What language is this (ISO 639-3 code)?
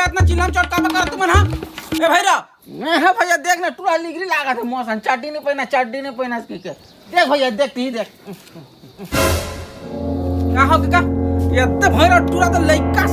hne